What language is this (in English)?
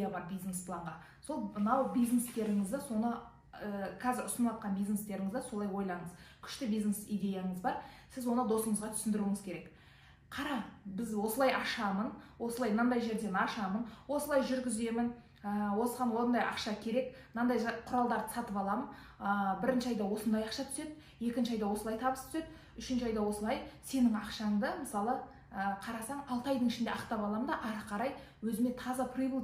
Kazakh